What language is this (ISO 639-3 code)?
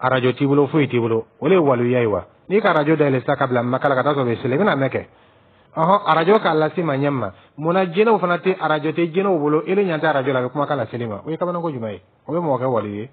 dyu